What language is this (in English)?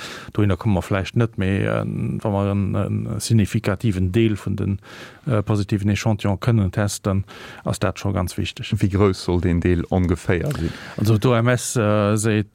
Luxembourgish